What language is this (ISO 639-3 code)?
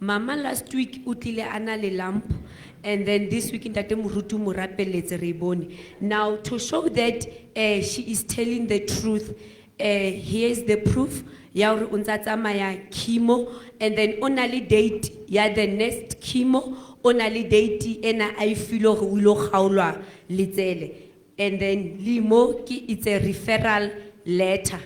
sot